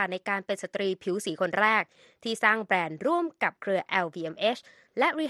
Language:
Thai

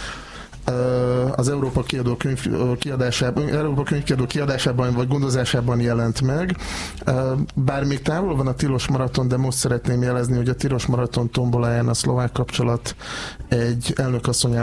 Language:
Hungarian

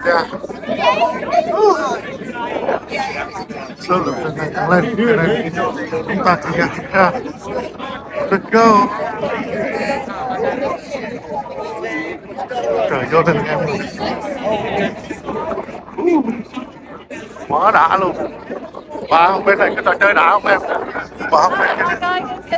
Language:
Vietnamese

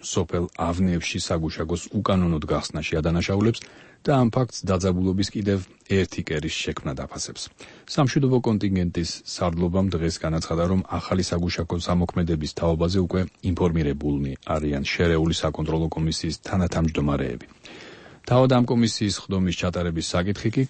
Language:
Georgian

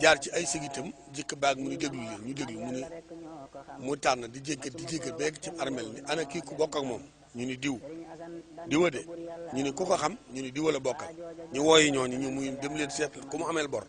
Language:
Wolof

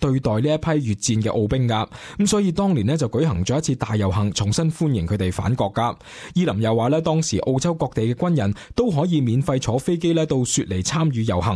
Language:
Cantonese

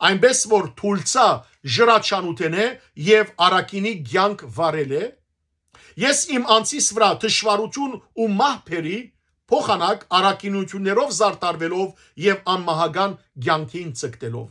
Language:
Western Armenian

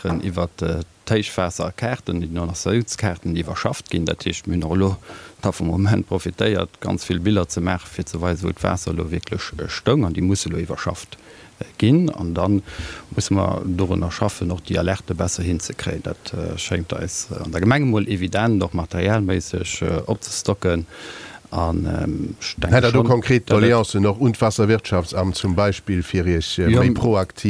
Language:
Luxembourgish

